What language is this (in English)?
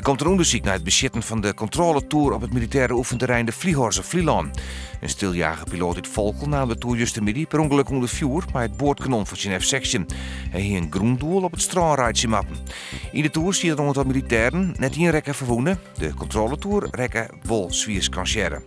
Western Frisian